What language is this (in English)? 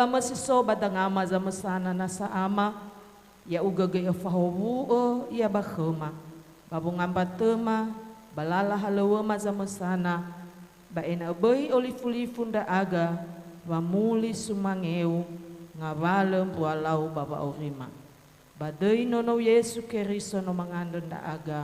Nias